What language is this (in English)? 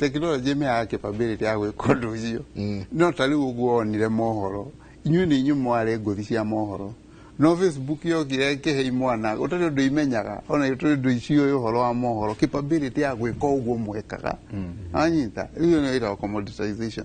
Kikuyu